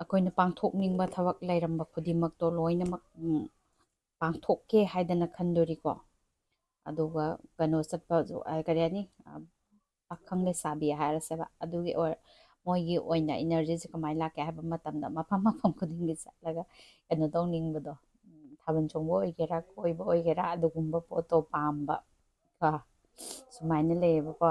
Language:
Manipuri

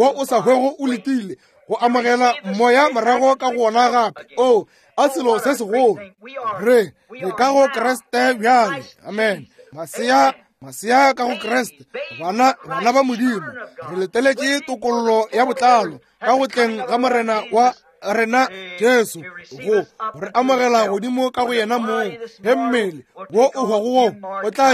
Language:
Northern Sotho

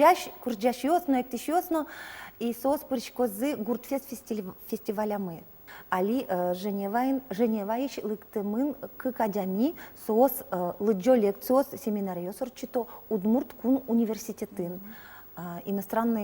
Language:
Udmurt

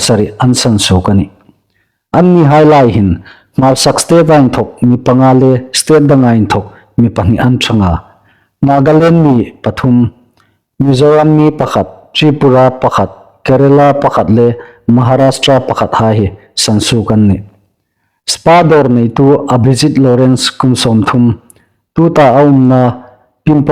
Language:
Hmar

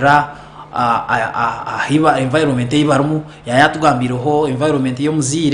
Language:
Nyankole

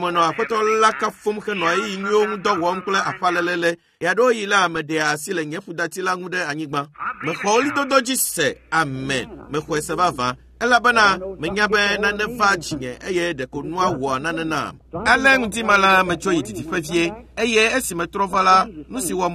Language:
Ewe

